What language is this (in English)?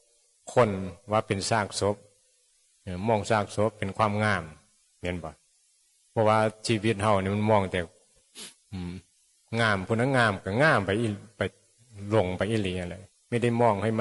Northeastern Thai